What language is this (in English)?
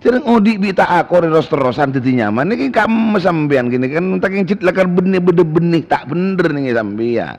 Madurese